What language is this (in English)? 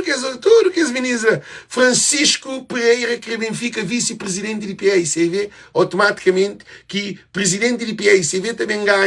Kabuverdianu